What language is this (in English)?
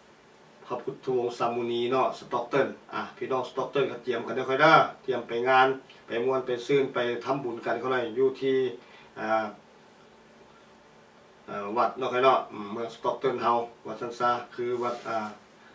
Thai